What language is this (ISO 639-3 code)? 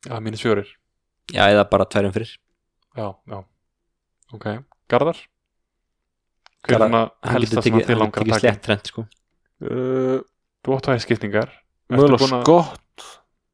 isl